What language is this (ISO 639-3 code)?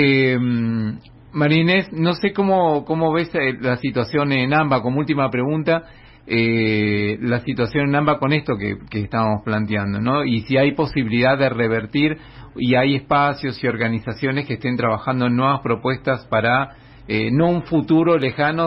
spa